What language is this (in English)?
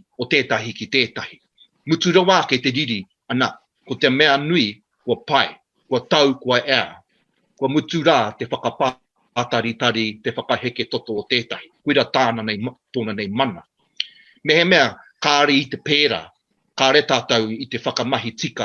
Māori